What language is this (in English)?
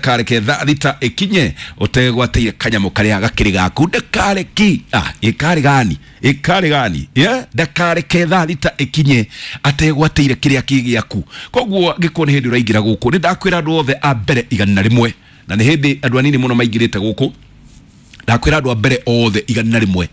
Kikuyu